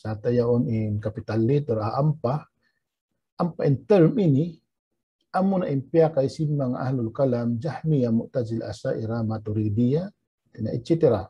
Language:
Tausug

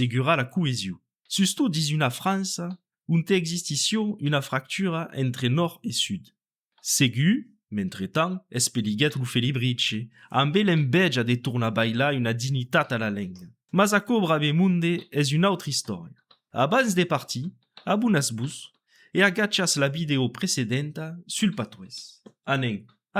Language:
Occitan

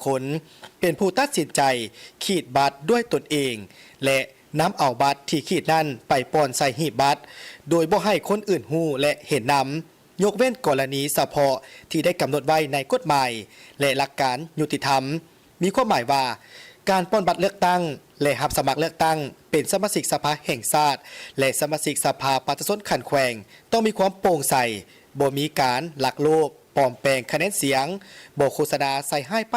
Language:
Lao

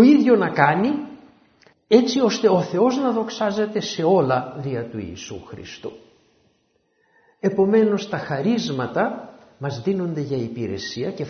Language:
Greek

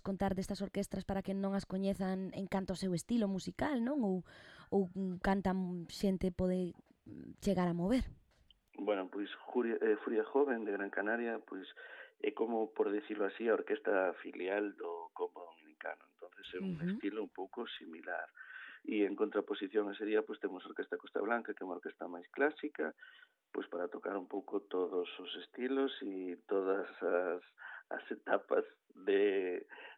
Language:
Galician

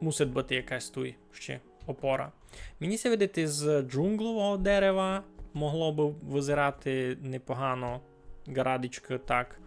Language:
Rusyn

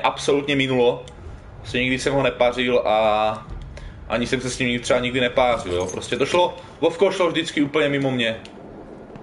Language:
Czech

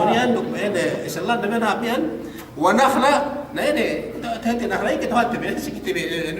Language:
Yakan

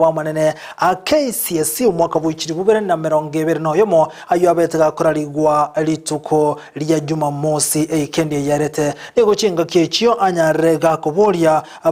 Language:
Gusii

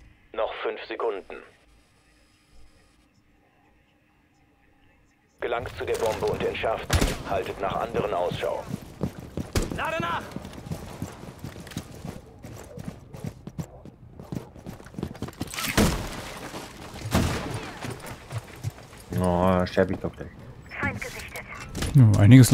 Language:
German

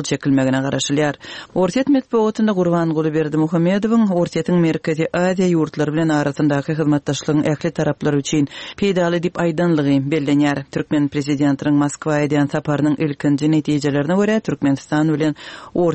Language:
Turkmen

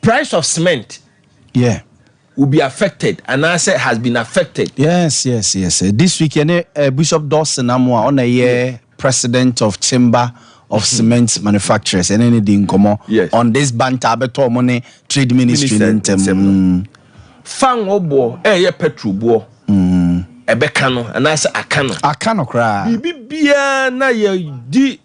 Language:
Akan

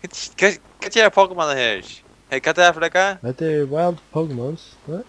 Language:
Faroese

